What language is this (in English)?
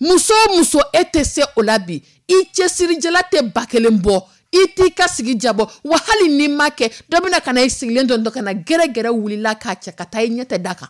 Dyula